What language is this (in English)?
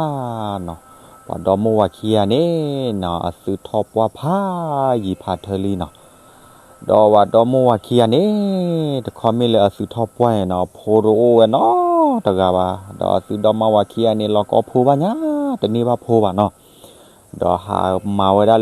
S'gaw Karen